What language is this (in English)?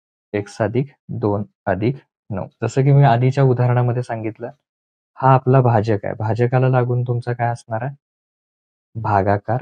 Marathi